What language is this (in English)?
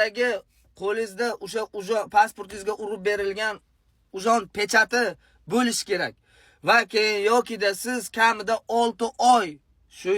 Uzbek